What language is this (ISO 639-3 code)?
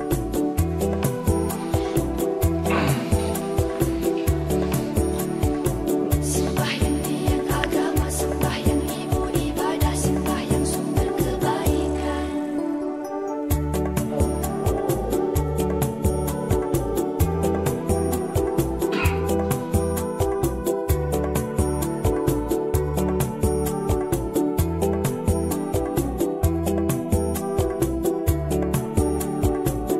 msa